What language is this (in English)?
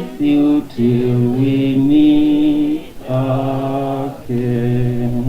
Northern Sotho